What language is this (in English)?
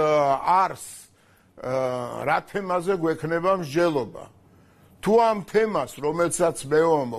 Georgian